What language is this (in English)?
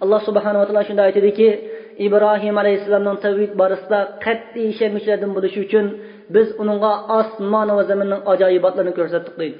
Uyghur